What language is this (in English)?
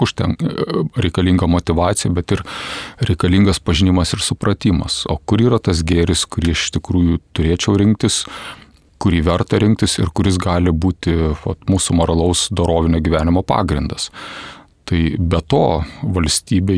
Lithuanian